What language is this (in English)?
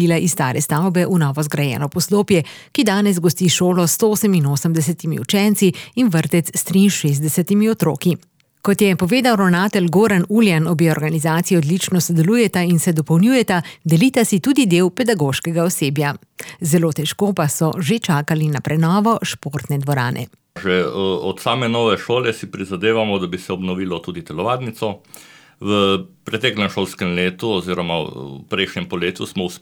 Slovenian